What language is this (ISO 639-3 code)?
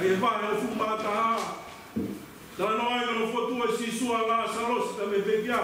ton